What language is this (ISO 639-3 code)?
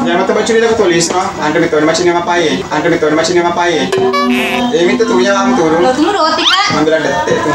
bug